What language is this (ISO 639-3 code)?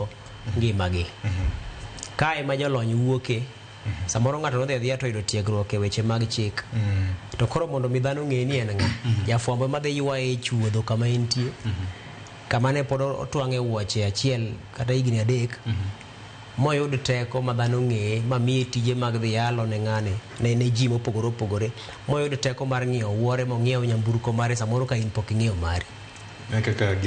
luo